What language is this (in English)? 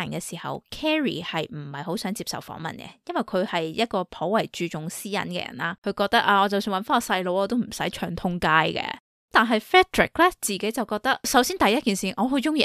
Cantonese